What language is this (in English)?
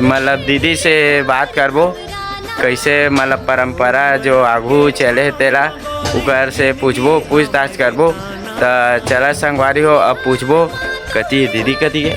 Chhattisgarhi